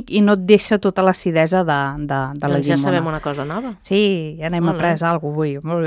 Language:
Catalan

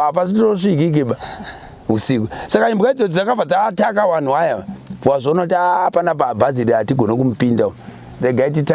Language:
Shona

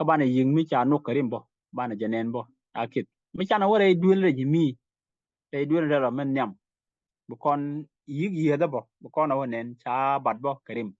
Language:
Nuer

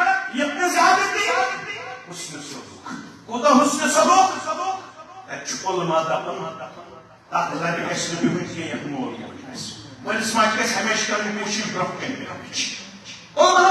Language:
Kashmiri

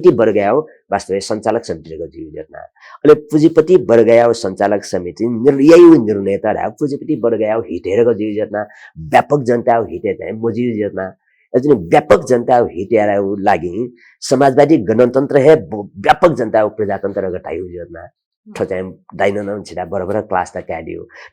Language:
Newari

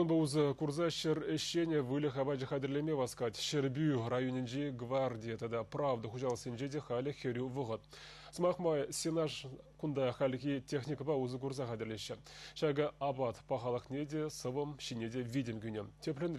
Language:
Chuvash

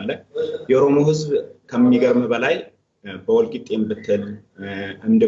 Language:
Amharic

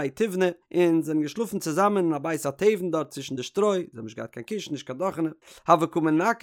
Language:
Yiddish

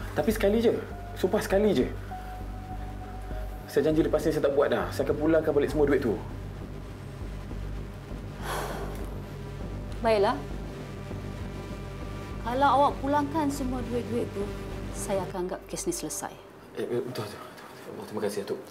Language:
Malay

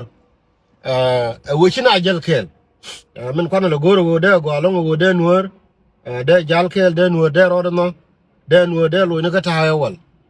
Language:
Nuer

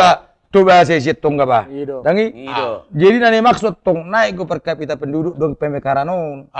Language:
Batak Toba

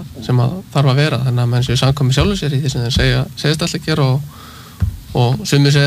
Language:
Icelandic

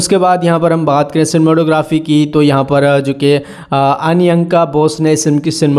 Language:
Hindi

